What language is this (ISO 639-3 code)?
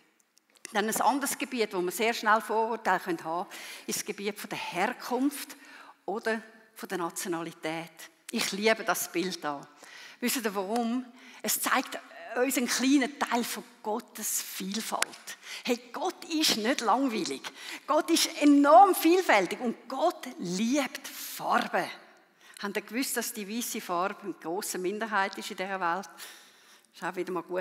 gsw